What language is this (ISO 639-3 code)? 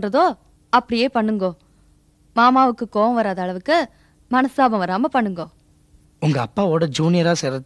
tam